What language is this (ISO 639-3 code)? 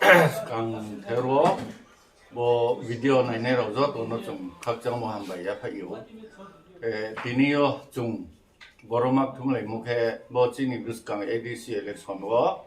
ria